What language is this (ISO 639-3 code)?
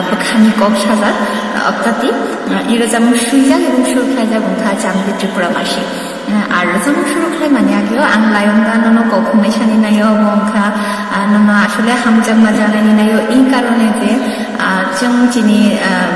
trp